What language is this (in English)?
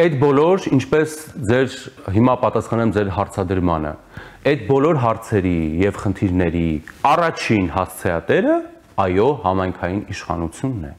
Armenian